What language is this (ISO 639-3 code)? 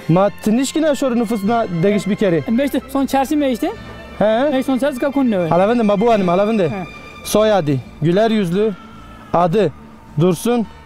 zza